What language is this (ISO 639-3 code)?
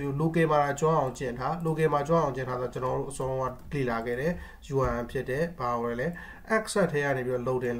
mya